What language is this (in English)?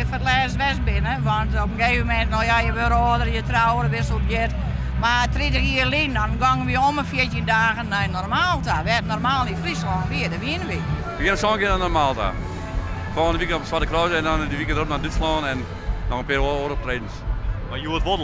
Western Frisian